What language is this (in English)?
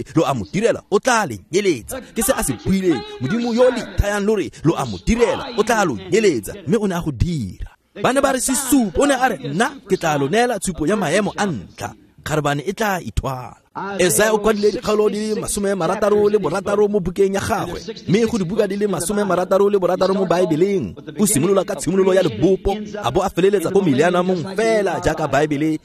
Tswana